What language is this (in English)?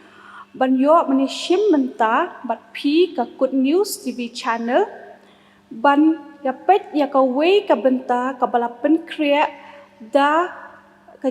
Khasi